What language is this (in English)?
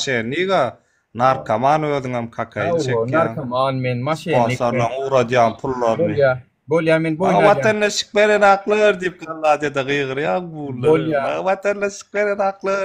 Turkmen